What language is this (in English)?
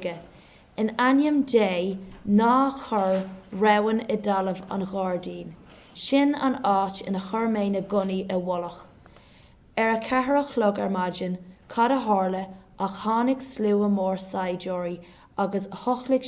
Irish